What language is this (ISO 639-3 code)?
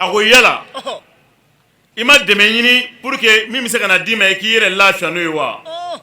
bam